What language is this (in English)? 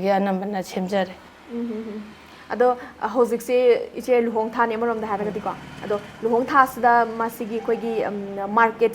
Manipuri